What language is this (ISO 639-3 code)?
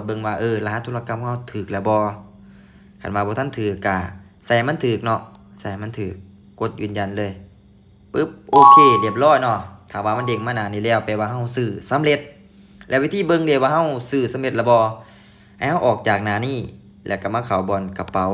lao